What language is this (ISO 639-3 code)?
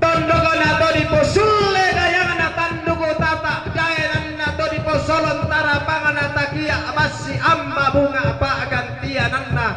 sda